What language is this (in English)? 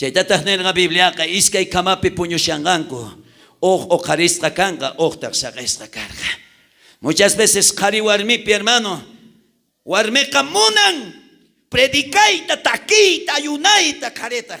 South Bolivian Quechua